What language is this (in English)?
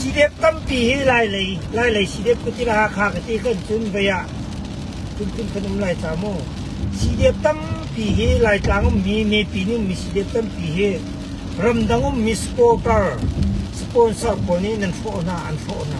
Hakha Chin